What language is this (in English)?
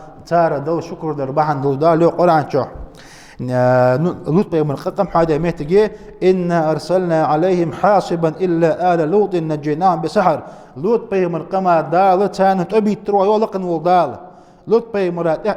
Ingush